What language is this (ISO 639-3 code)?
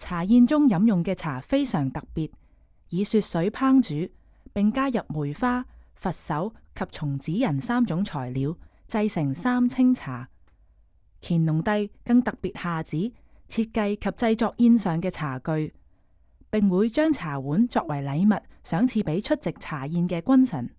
yue